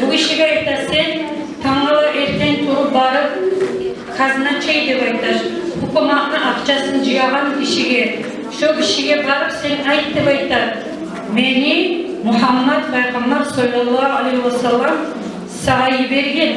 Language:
Kumyk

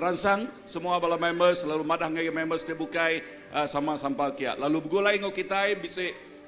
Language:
Iban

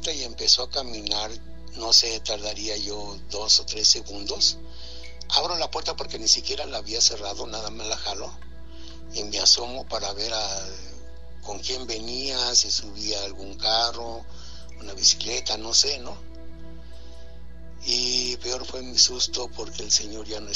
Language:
Spanish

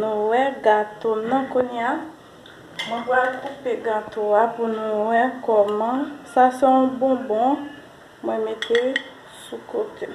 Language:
Haitian Creole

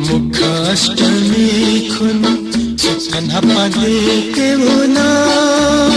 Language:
Newari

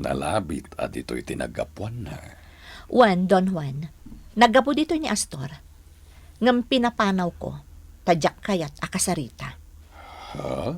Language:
Iloko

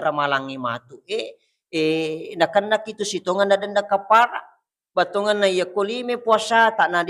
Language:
Buginese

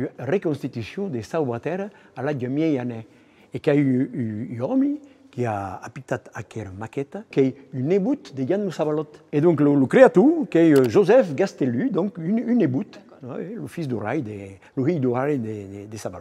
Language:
Occitan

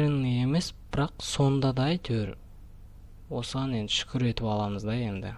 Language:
Kazakh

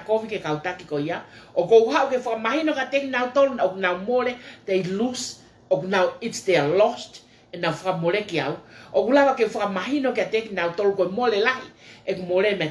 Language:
Tongan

